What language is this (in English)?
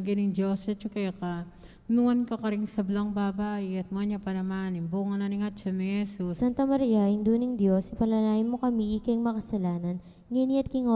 Pampanga